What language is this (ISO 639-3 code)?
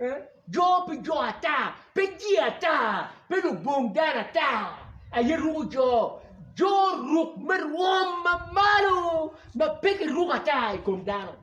ach